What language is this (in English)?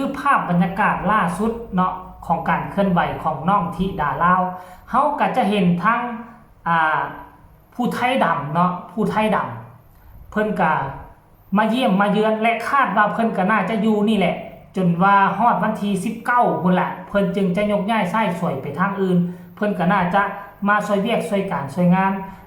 Northeastern Thai